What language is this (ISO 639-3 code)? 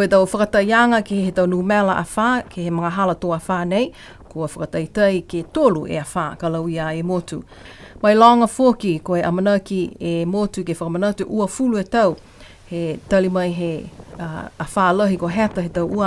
niu